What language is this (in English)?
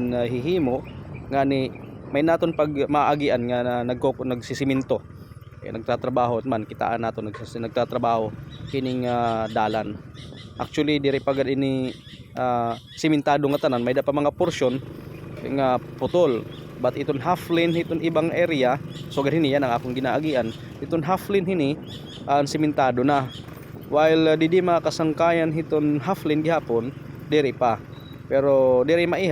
Waray